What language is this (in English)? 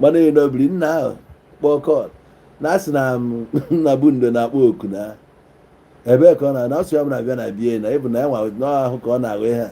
Igbo